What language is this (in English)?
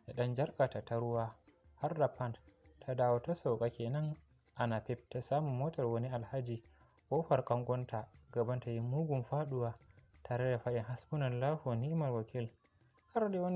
Hausa